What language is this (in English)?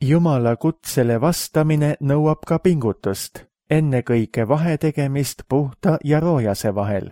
Estonian